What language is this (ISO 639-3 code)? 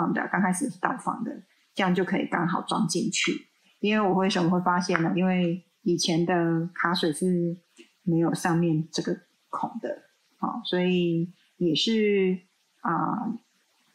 zho